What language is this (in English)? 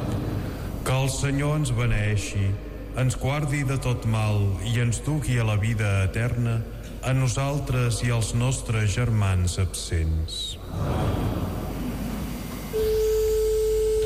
Catalan